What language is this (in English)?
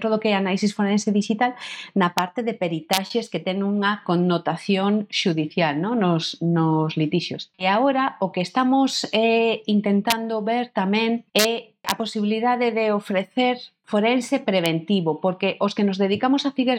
Galician